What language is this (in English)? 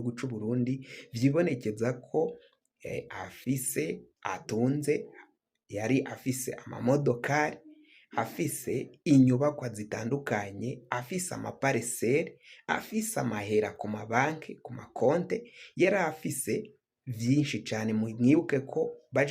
Rundi